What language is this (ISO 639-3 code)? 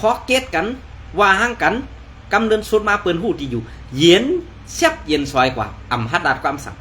shn